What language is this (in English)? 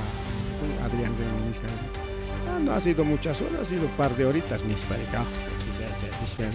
Ayacucho Quechua